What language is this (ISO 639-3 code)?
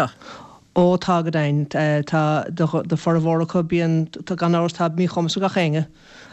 gle